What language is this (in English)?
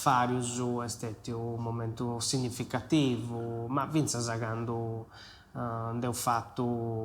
Sardinian